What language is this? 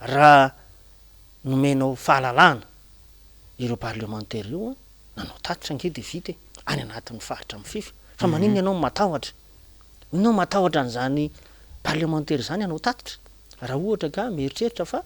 Malagasy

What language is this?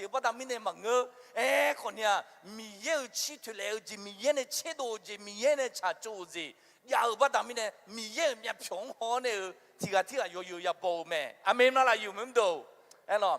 Akha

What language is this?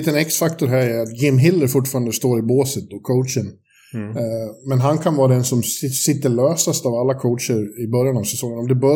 Swedish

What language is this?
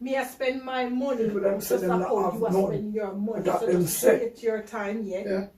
Jamaican Creole English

